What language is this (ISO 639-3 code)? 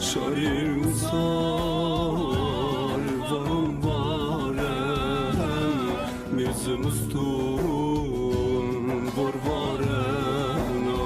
zza